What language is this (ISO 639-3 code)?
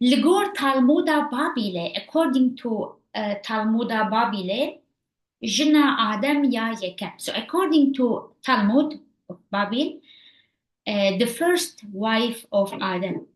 kur